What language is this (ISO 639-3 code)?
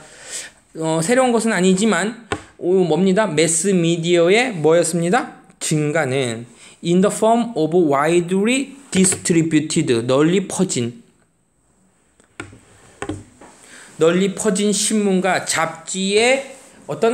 kor